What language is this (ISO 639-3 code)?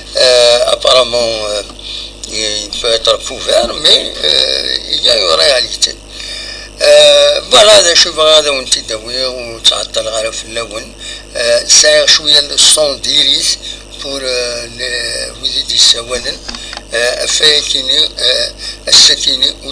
kab